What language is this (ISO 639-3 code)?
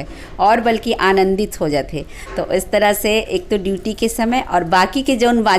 hne